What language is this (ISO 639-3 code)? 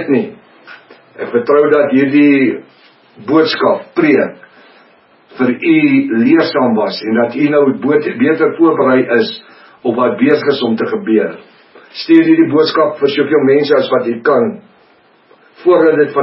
afr